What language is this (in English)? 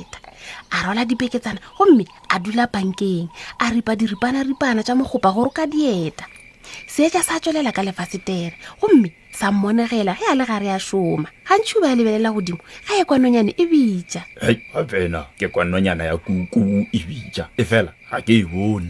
Northern Sotho